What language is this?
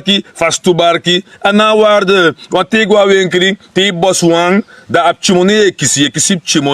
Sranan Tongo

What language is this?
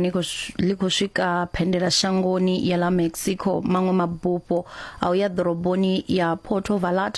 Venda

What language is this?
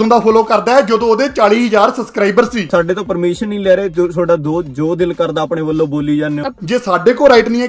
Punjabi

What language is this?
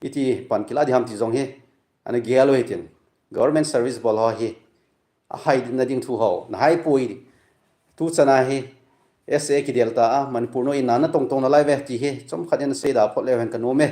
Thado Chin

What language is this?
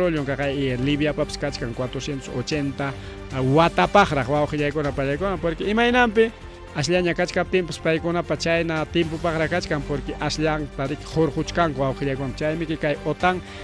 Ayacucho Quechua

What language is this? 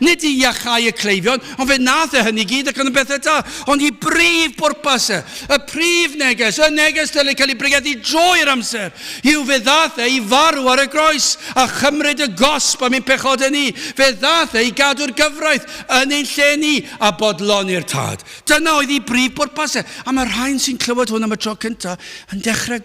Welsh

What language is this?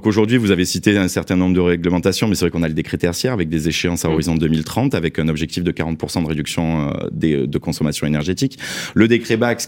French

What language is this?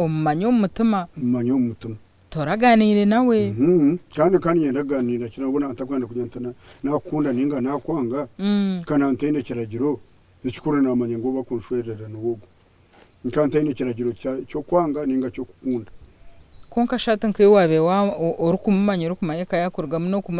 Nyankole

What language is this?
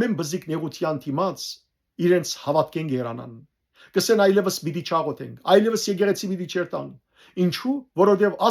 Western Armenian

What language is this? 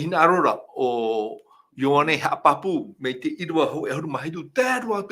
Tahitian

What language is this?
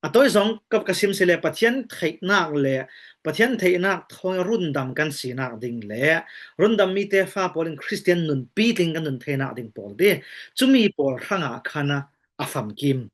Falam Chin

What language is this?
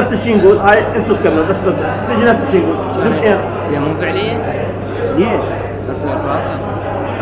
Mesopotamian Arabic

